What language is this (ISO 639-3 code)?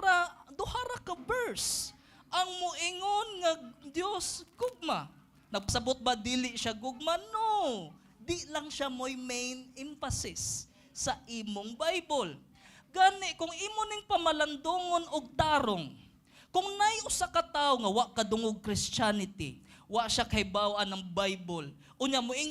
ceb